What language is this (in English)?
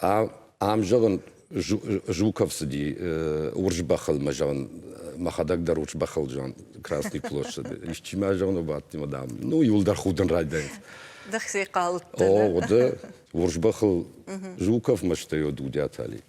Ossetic